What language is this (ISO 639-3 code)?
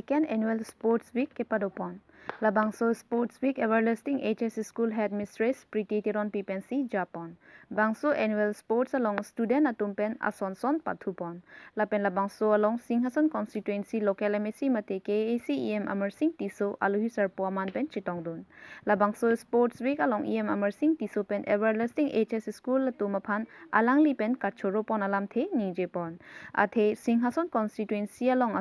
mjw